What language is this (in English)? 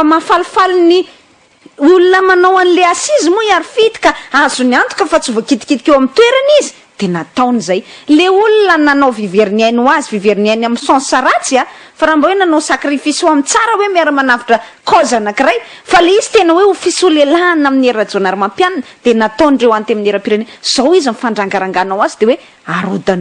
Malagasy